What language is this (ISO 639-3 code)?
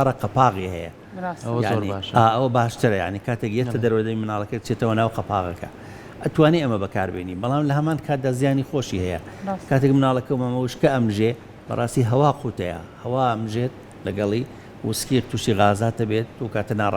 ckb